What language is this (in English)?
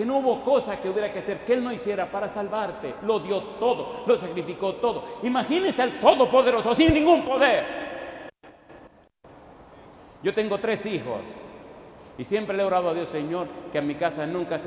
Spanish